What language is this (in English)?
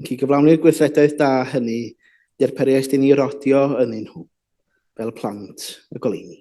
Welsh